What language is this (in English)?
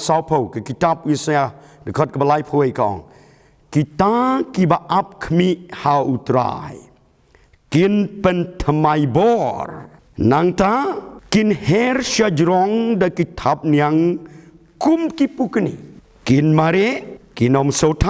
Khasi